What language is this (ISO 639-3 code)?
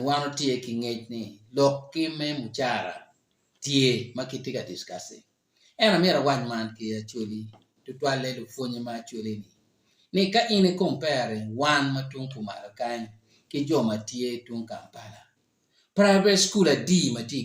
ach